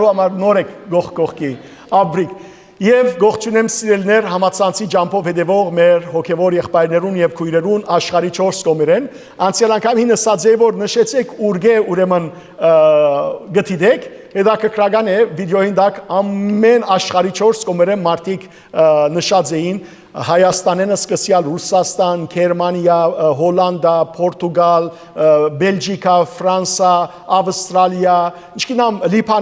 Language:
Western Armenian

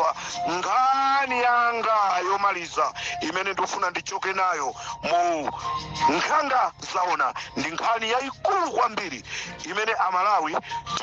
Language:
Nyanja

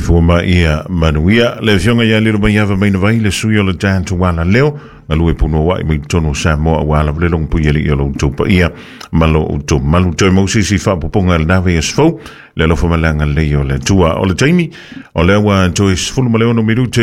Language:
Samoan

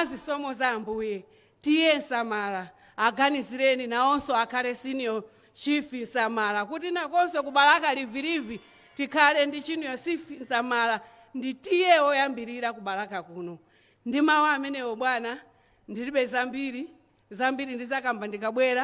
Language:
Nyanja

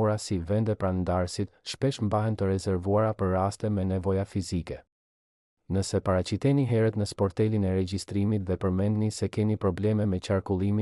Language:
Albanian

